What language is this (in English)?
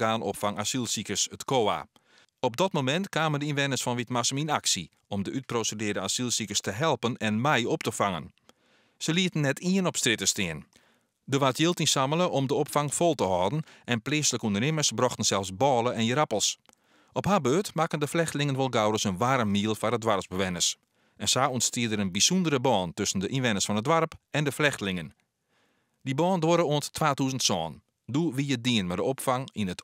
Western Frisian